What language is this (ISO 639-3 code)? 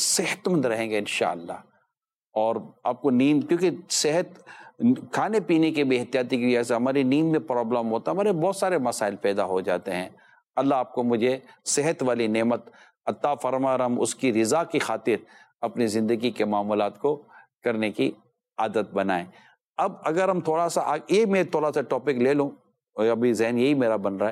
urd